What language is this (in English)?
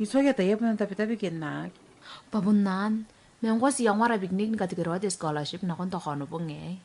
Gilbertese